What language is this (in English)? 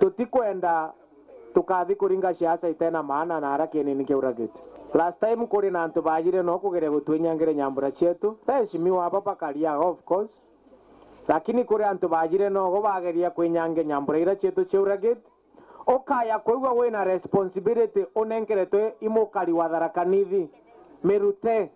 Meru